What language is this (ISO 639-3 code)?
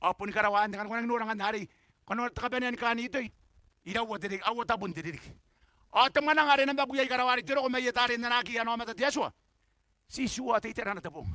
gil